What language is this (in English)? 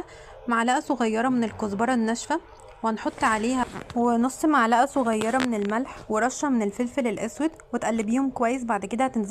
Egyptian Arabic